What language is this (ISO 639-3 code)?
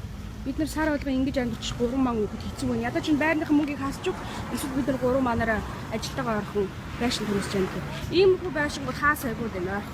mon